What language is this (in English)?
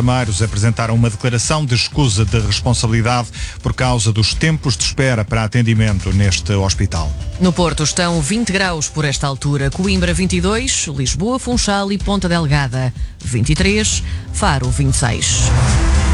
Portuguese